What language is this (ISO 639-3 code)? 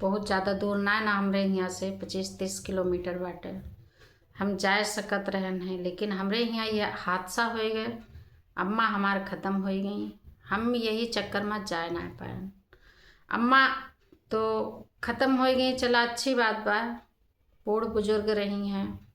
awa